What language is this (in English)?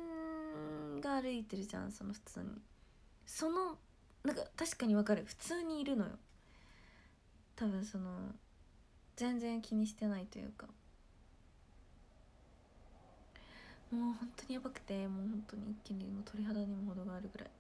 Japanese